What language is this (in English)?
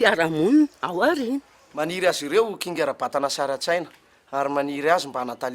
Malagasy